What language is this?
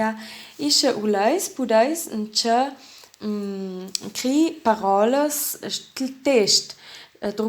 Ladin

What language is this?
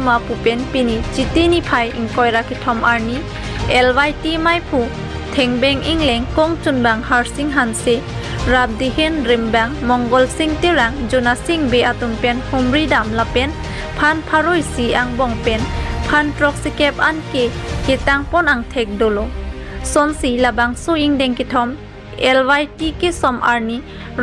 Karbi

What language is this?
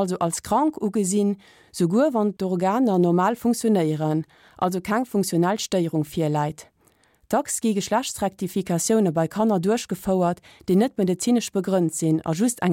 Luxembourgish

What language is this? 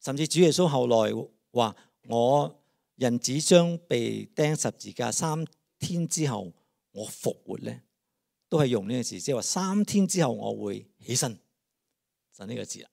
Cantonese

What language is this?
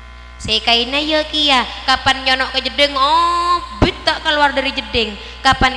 Madurese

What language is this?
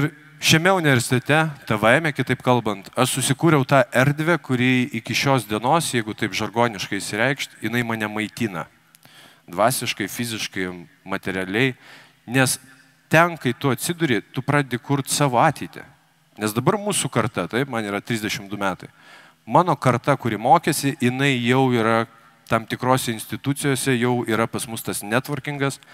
Lithuanian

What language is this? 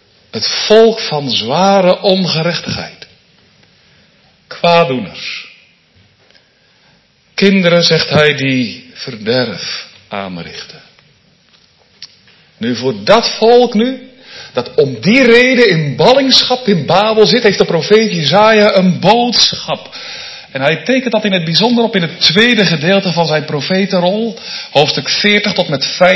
Dutch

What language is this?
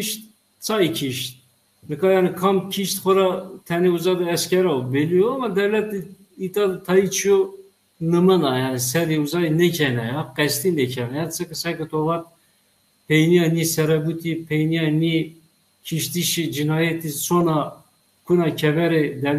Zaza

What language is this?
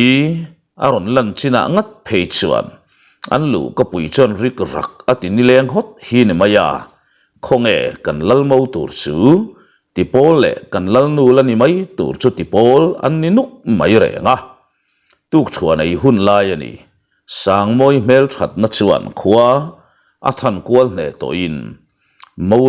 Mizo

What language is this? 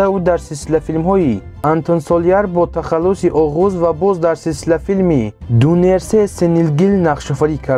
Tajik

